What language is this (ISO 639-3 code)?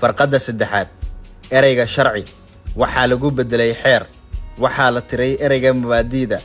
som